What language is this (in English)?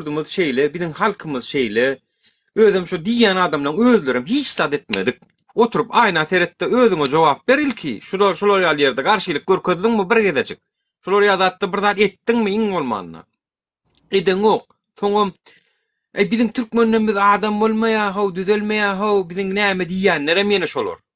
Turkmen